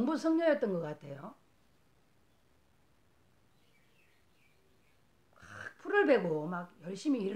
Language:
Korean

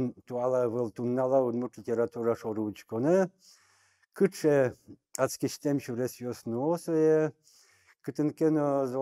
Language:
Udmurt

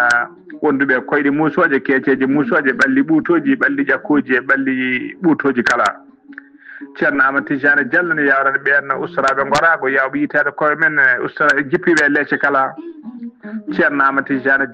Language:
Fula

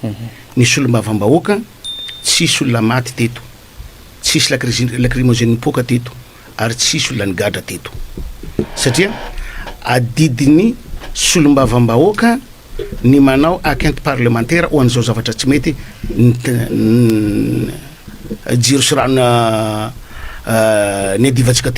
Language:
Malagasy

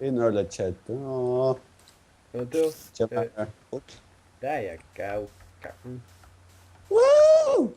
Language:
Faroese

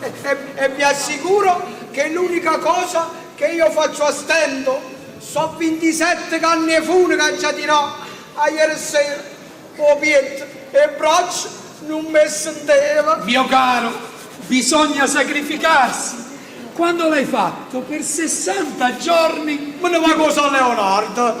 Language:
Neapolitan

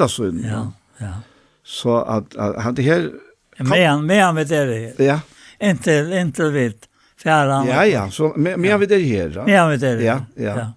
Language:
Faroese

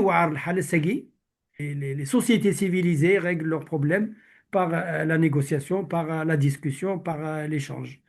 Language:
Kabyle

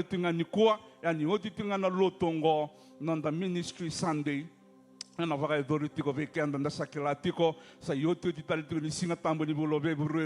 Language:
Fijian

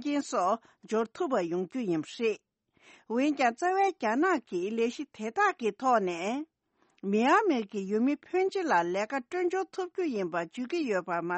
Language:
Tibetan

